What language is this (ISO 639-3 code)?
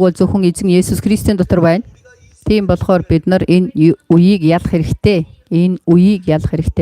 mon